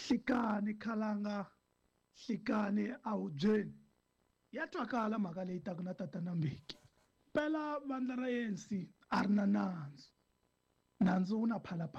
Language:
Tsonga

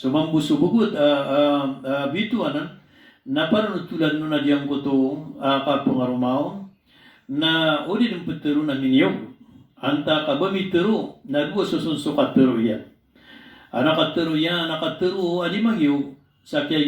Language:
Maranao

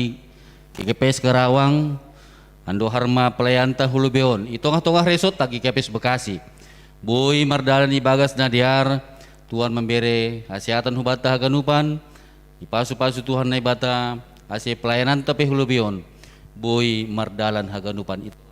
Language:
Batak Simalungun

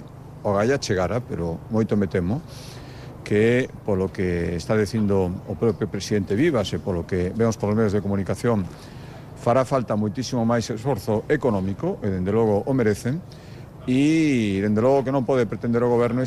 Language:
Galician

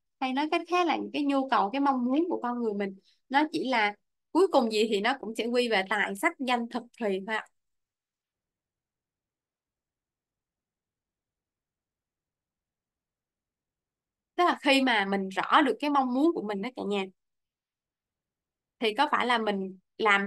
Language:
Vietnamese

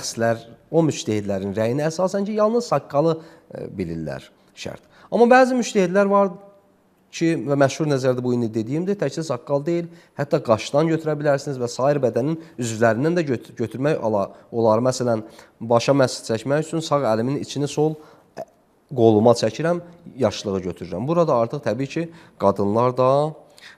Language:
Azerbaijani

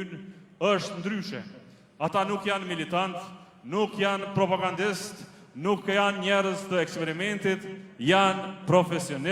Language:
Albanian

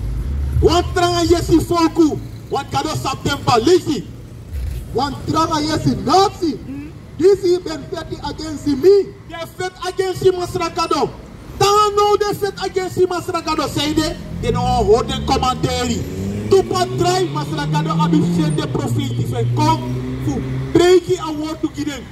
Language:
Sranan Tongo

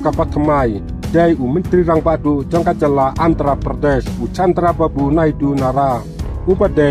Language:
Khasi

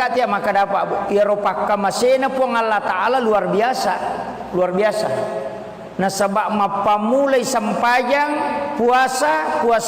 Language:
Buginese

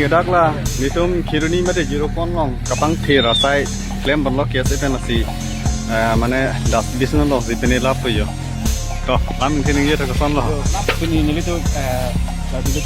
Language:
Karbi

